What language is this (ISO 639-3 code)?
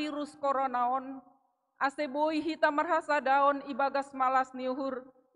bts